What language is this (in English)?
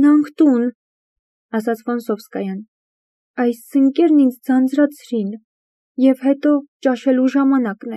Armenian